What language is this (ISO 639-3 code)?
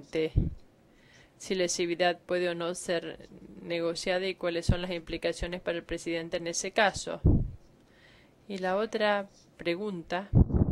spa